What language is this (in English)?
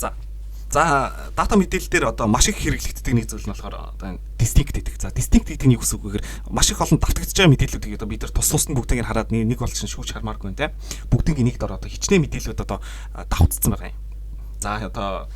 Mongolian